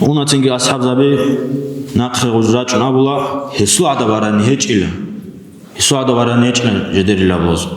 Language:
Avaric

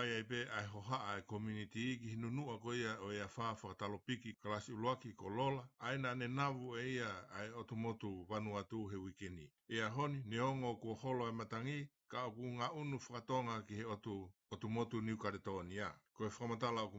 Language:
Tongan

